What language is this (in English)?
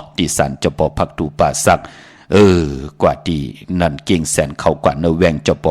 Shan